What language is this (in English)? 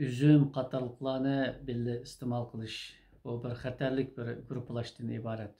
Uyghur